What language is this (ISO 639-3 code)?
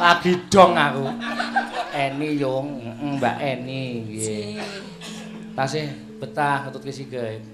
jav